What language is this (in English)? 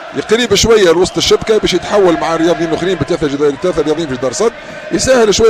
Tunisian Arabic